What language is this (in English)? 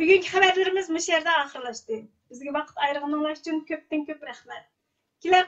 Uyghur